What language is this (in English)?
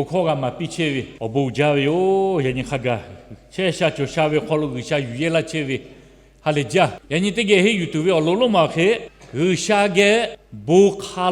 Lahu